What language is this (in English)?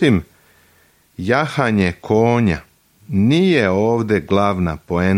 Serbian